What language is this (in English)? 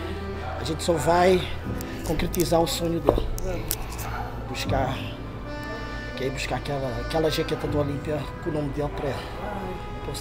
Portuguese